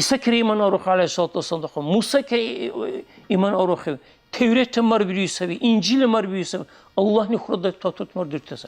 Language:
Dargwa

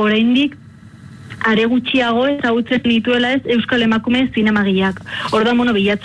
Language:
Basque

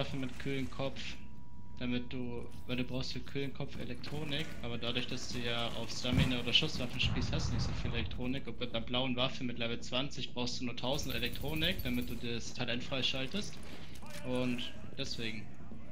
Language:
Swiss German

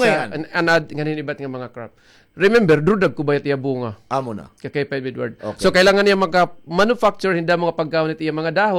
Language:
Waray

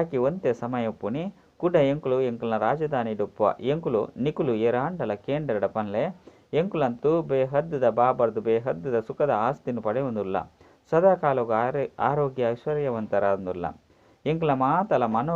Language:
Tulu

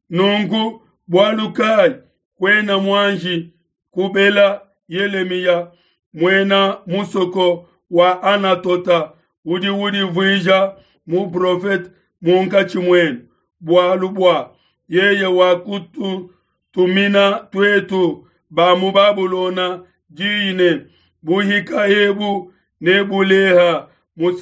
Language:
Luba-Lulua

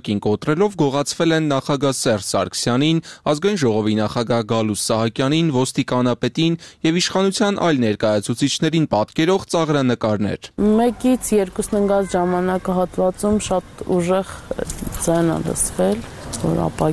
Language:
Armenian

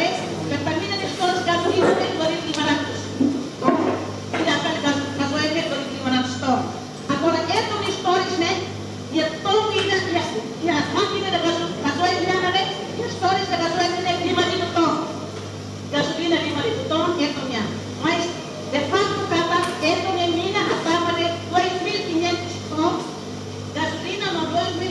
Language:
Tetum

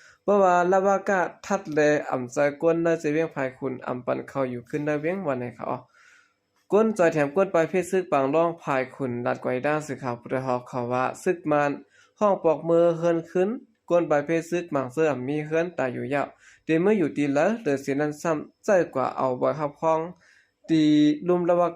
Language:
Shan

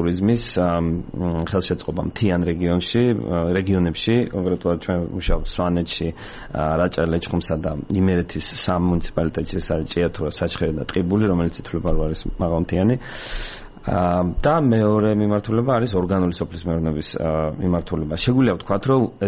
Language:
Georgian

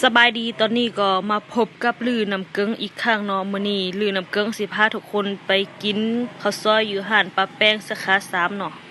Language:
Lao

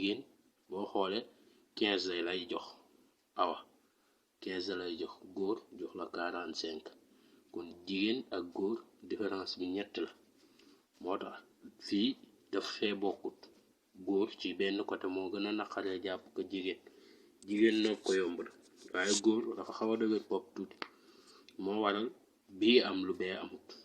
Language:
Wolof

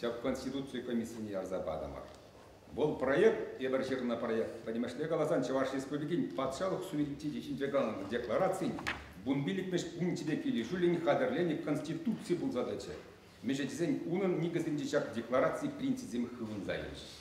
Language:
Chuvash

